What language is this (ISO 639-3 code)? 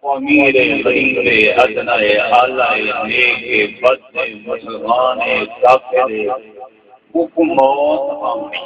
skr